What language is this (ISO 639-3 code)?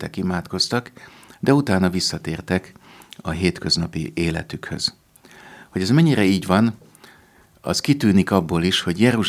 hun